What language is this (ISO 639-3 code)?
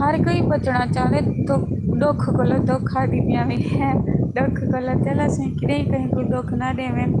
skr